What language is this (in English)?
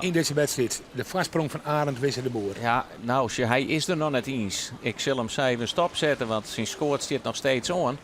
Western Frisian